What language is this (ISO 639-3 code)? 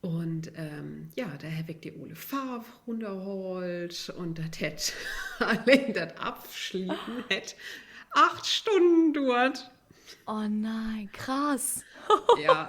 nds